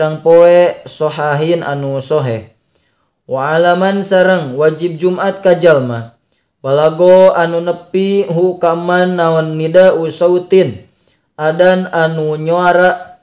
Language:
Sundanese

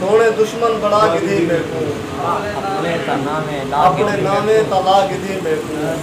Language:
Saraiki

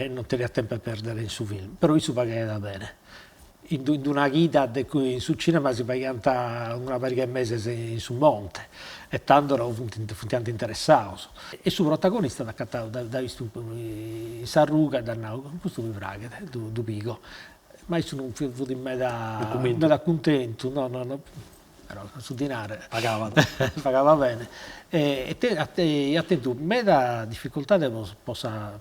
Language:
Sardinian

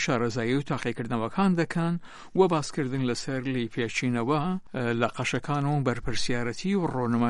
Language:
Central Kurdish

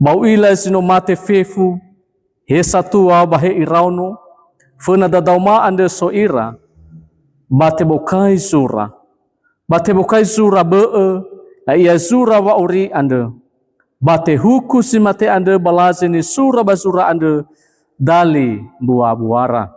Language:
Nias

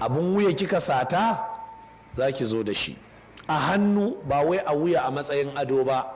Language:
Hausa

